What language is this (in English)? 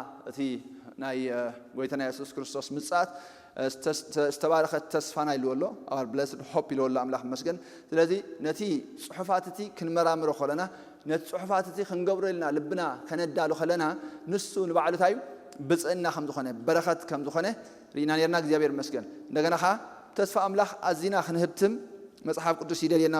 Tigrinya